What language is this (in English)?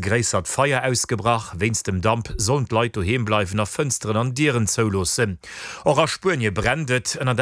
Luxembourgish